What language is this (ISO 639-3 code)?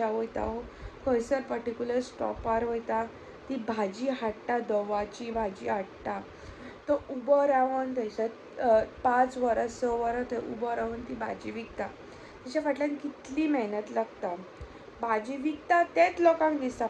kok